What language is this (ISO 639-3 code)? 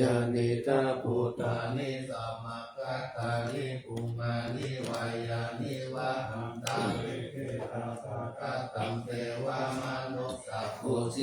pli